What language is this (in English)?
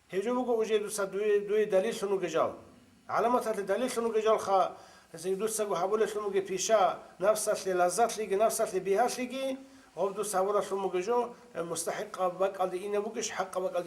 Avaric